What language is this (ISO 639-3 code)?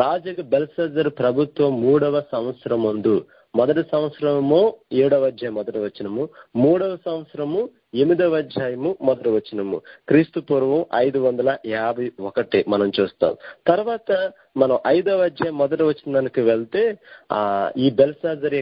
tel